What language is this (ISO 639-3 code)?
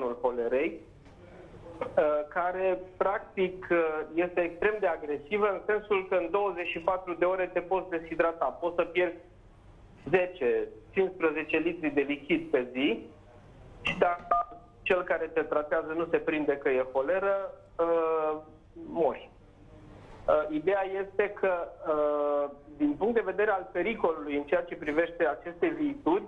ron